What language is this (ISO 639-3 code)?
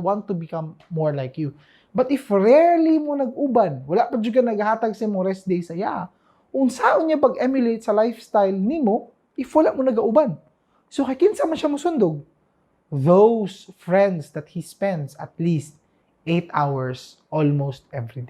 ceb